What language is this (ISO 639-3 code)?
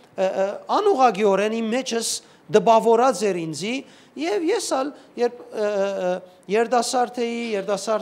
hyw